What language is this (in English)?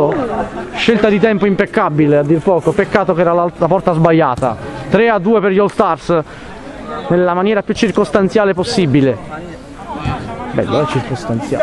Italian